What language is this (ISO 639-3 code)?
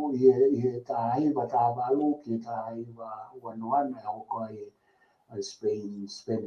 ton